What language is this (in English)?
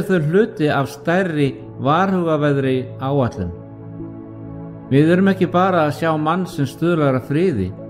Icelandic